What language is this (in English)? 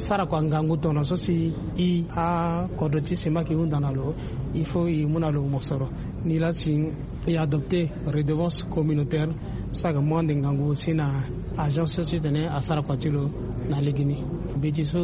Sango